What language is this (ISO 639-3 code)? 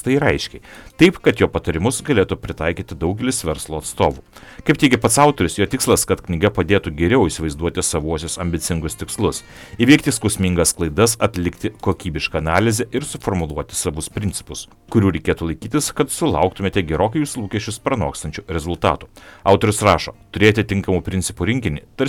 lit